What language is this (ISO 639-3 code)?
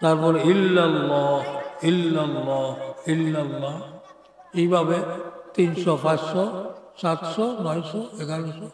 syl